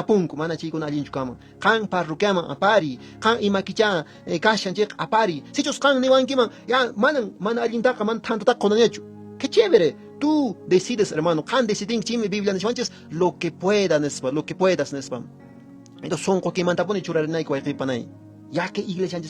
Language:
Quechua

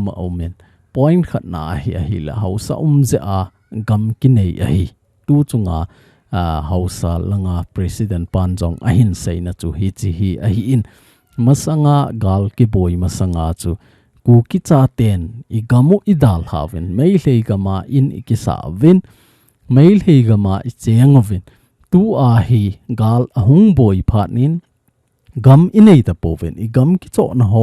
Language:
Thado Chin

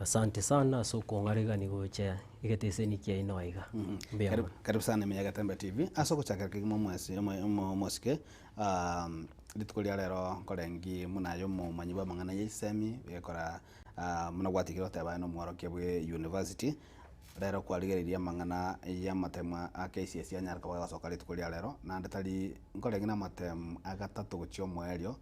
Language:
Gusii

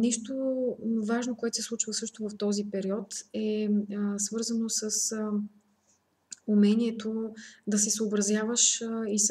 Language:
Bulgarian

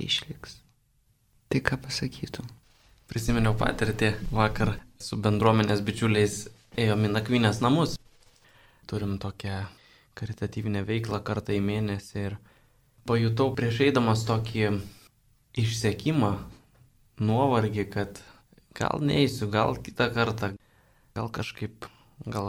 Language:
Lithuanian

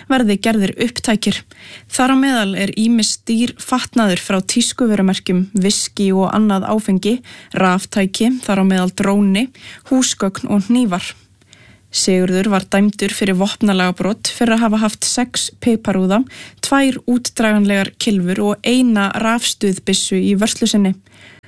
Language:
Icelandic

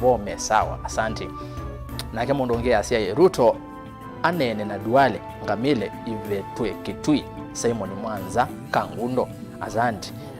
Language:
Kamba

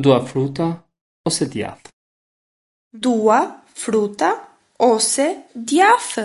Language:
Albanian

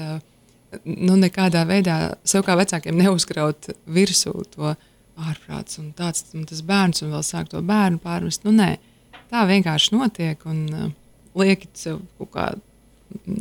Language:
Latvian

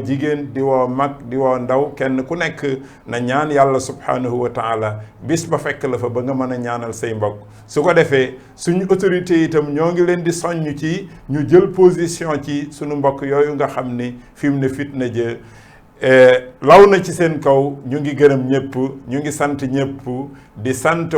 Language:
Wolof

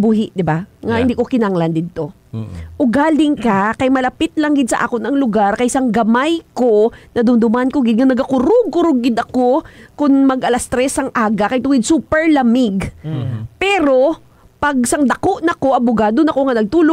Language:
Hiligaynon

